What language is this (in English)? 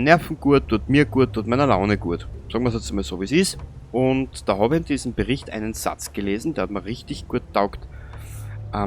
Bavarian